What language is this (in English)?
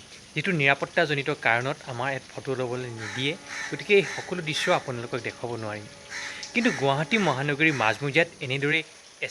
Assamese